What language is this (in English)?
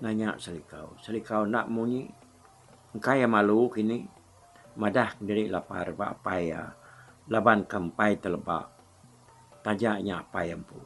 Iban